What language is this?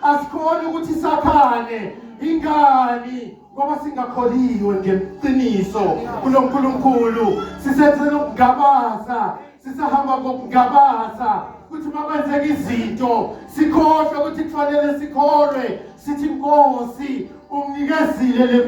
Zulu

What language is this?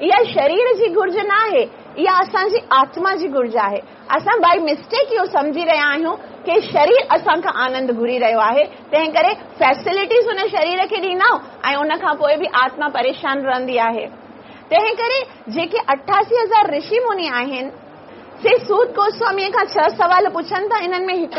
Sindhi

